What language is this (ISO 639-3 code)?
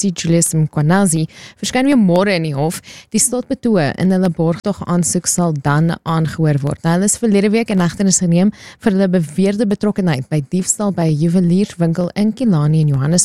afr